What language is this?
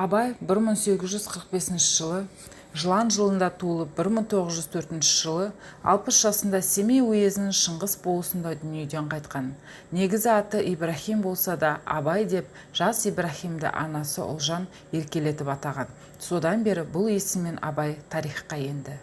Kazakh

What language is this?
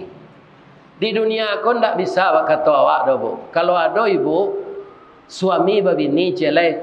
Minangkabau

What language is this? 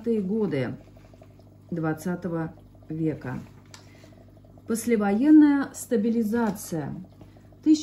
Russian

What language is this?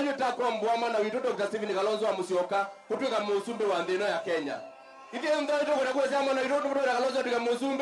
Kamba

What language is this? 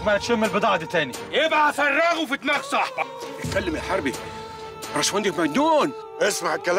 Egyptian Arabic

